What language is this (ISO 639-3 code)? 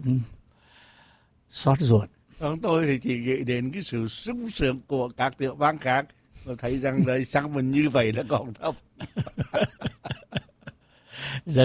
vie